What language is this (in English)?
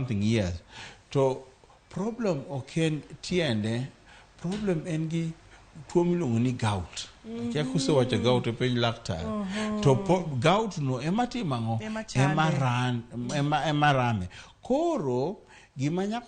Luo (Kenya and Tanzania)